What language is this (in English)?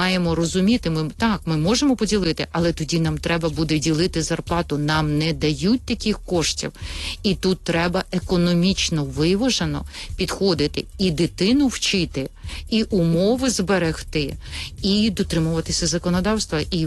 Ukrainian